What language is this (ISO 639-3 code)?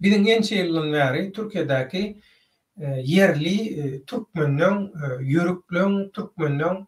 tuk